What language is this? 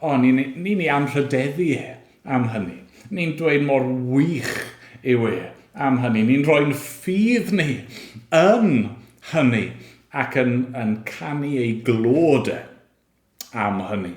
Welsh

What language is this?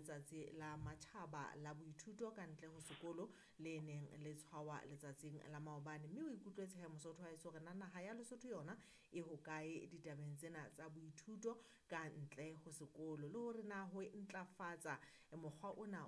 Southern Sotho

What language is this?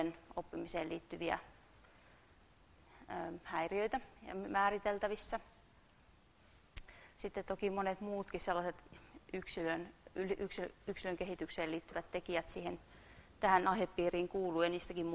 Finnish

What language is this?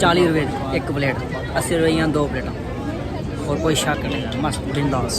Dogri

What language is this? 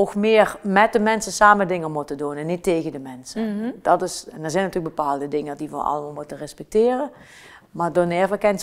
Limburgish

